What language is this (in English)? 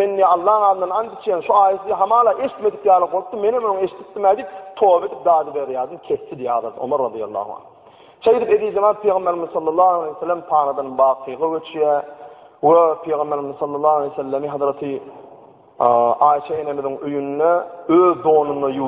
Turkmen